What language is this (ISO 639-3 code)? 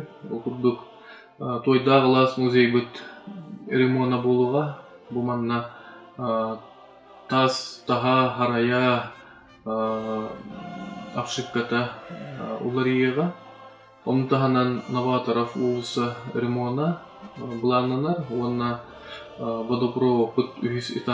sah